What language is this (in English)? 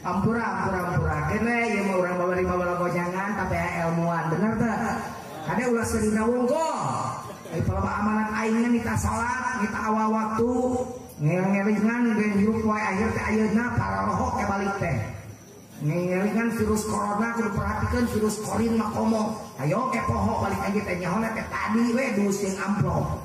Sundanese